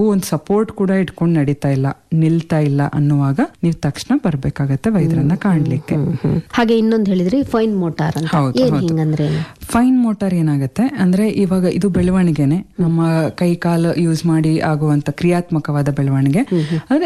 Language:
Kannada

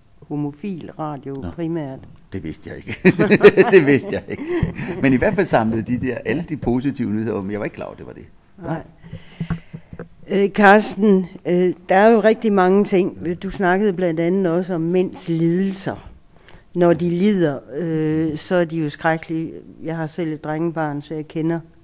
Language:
Danish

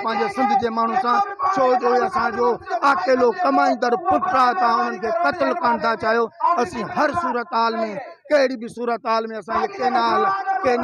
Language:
Sindhi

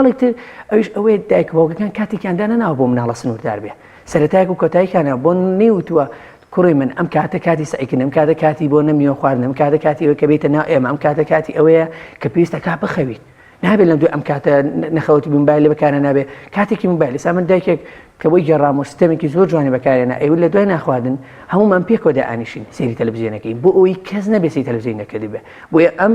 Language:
Central Kurdish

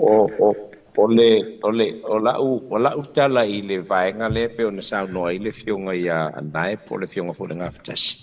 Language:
Samoan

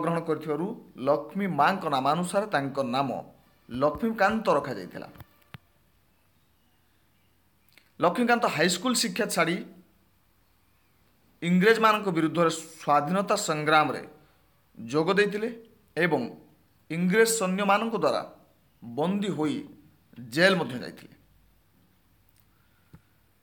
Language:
Odia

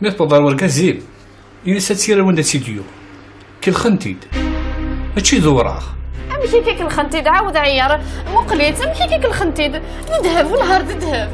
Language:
Kabyle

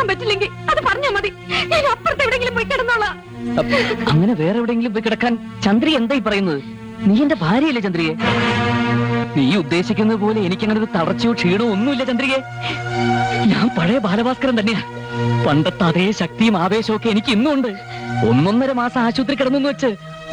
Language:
Malayalam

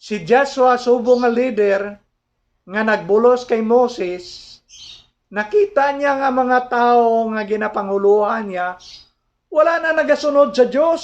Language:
Hiligaynon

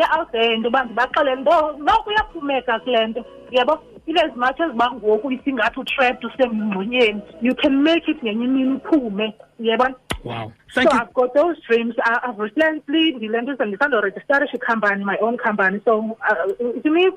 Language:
Xhosa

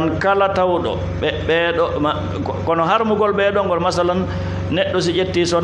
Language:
Fula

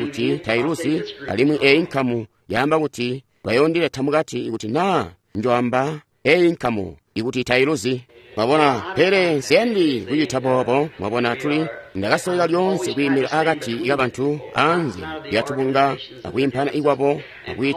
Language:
Tonga (Zambia)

